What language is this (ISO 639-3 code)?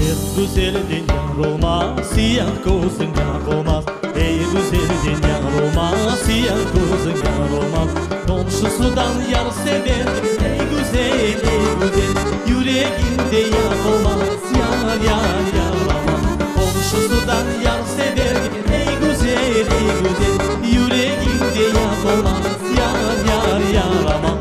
crh